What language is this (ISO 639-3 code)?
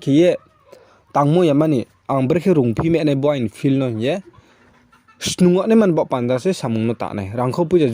ria